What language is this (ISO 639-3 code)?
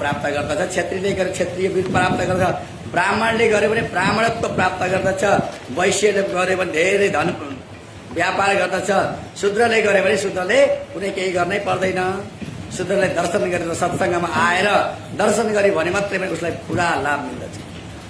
nep